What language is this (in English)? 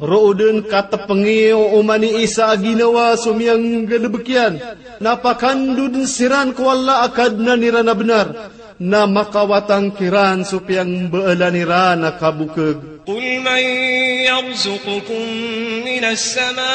Maranao